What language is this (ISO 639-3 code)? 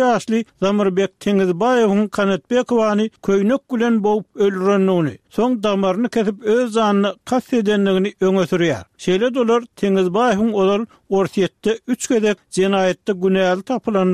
tuk